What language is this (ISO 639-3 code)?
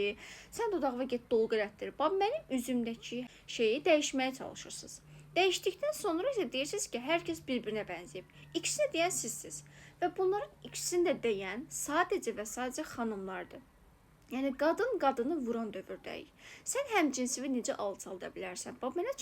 aze